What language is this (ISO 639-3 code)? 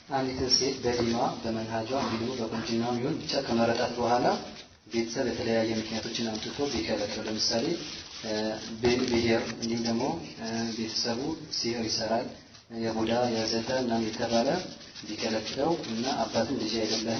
amh